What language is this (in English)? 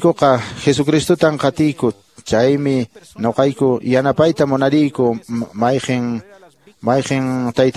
Quechua